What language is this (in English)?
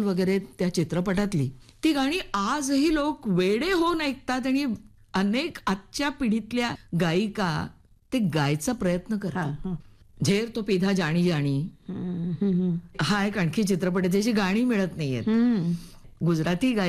Marathi